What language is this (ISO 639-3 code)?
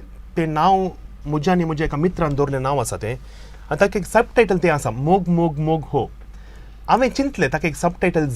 kok